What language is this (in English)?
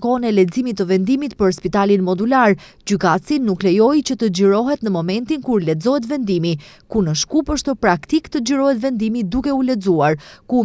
Albanian